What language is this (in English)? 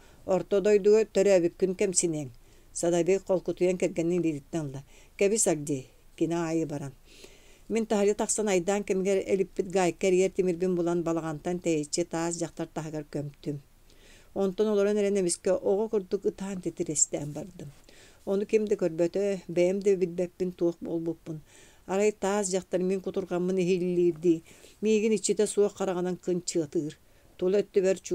Yakut